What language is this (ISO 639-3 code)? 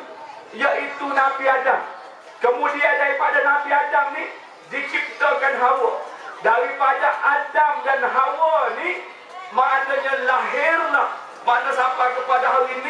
msa